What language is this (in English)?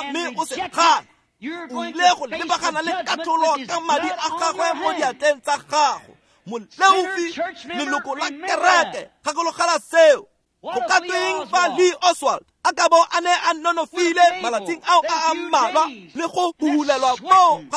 Tswana